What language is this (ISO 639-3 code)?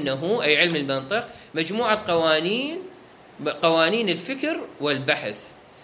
acm